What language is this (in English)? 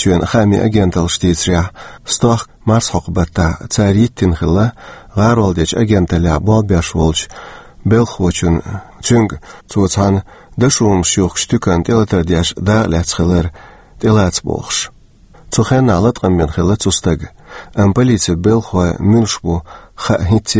Chechen